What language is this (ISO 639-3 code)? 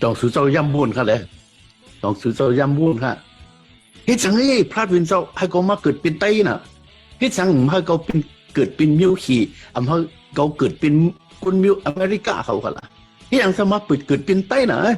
shn